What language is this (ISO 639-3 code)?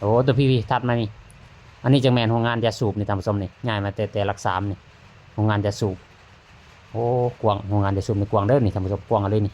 lao